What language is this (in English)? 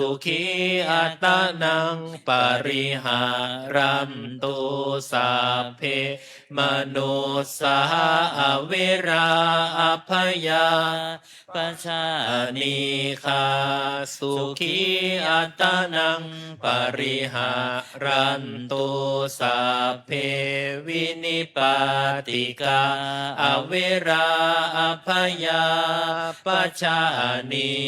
Pali